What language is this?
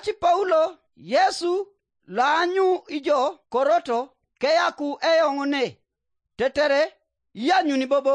Teso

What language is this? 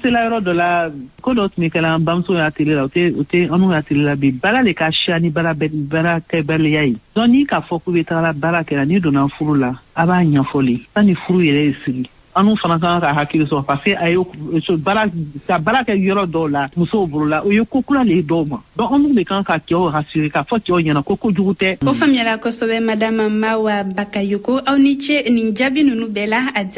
Bambara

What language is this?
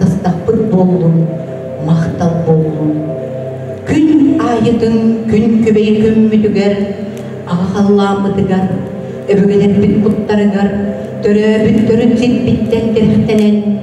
Yakut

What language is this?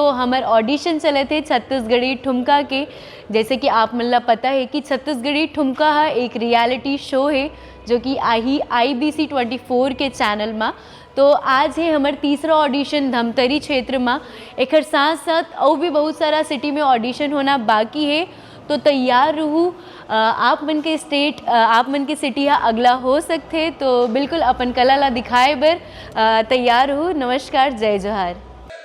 Chhattisgarhi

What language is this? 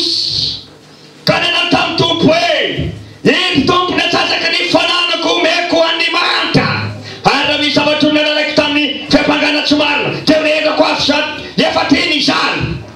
Malagasy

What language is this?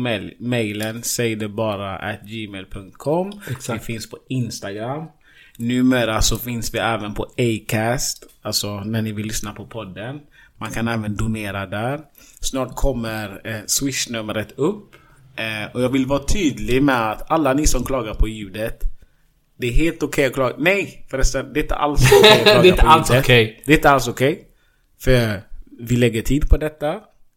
Swedish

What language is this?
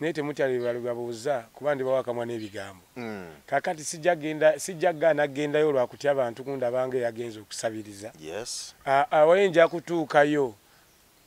Ganda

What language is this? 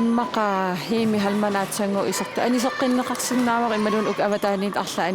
Kalaallisut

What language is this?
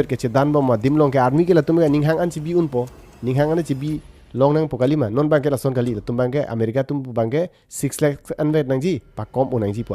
Karbi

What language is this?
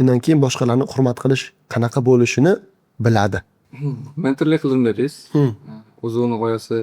Uzbek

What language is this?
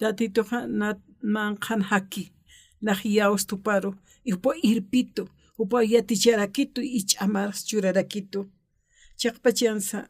Aymara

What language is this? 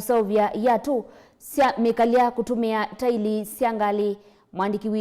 Kamba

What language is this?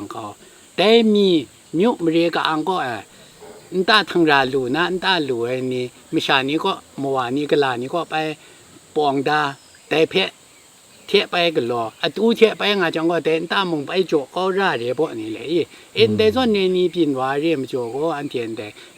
Kachin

